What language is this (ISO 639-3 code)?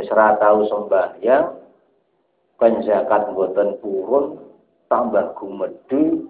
jav